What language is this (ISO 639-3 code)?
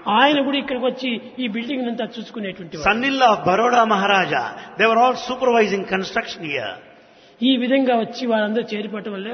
tel